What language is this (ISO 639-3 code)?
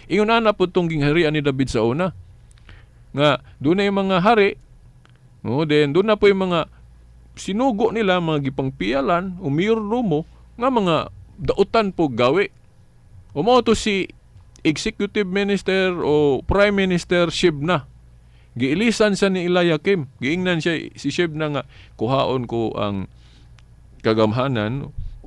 ceb